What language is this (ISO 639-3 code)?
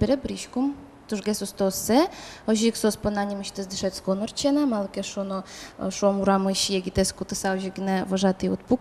udm